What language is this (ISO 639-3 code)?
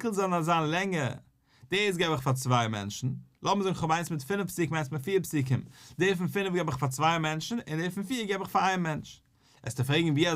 yid